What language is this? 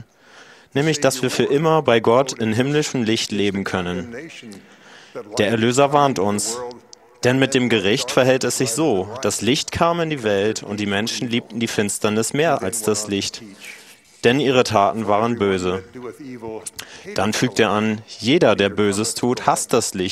German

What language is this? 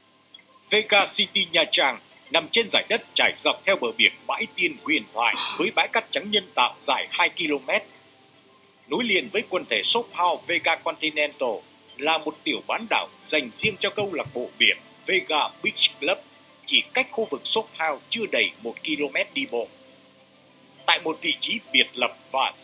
Vietnamese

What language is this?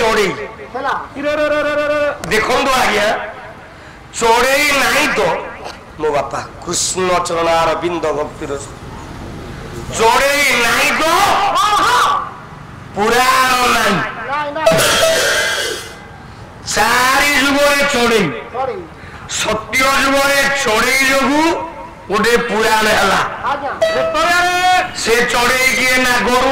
Odia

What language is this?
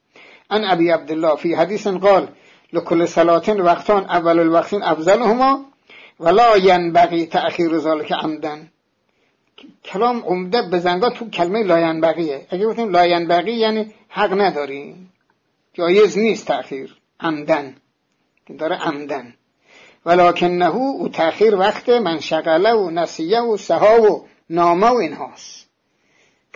Persian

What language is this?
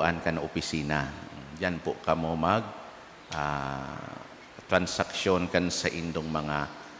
Bikol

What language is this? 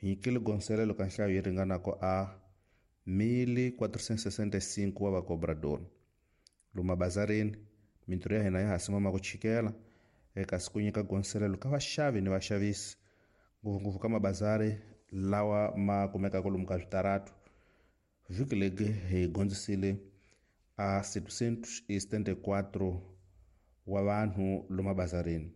Tsonga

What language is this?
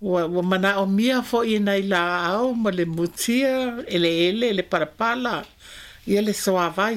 Samoan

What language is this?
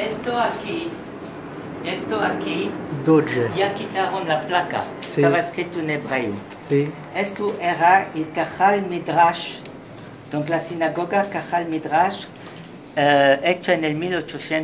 Ladino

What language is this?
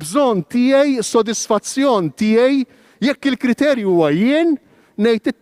Maltese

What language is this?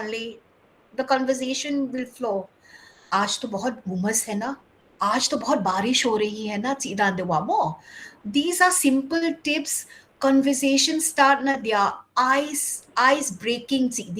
Paite Chin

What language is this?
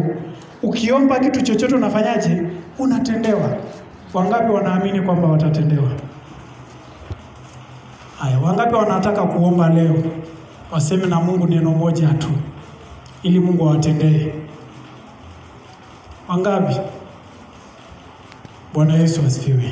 Swahili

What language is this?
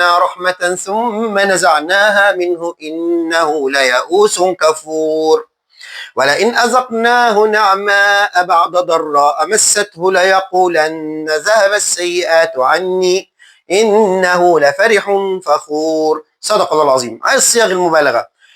Egyptian Arabic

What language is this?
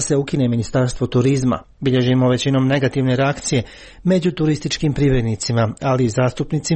Croatian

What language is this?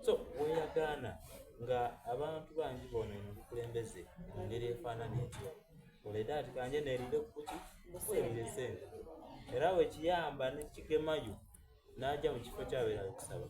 Soga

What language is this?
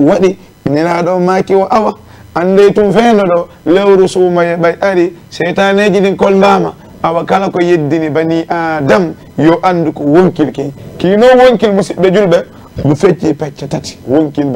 Fula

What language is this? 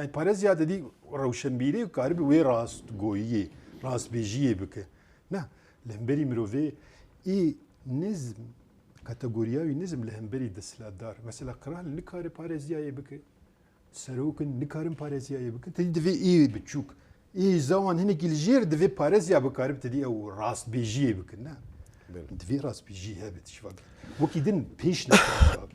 Kurdish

